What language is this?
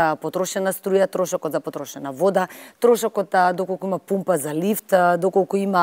Macedonian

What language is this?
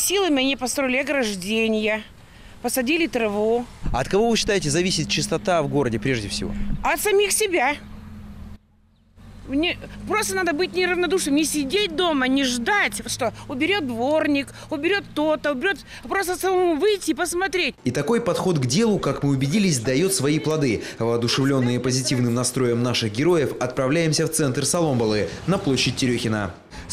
Russian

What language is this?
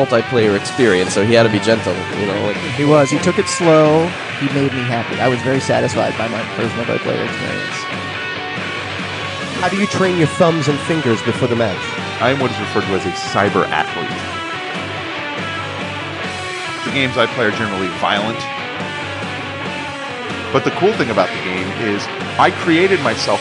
English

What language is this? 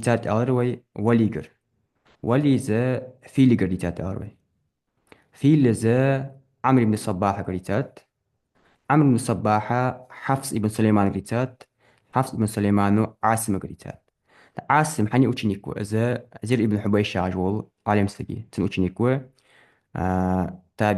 Ingush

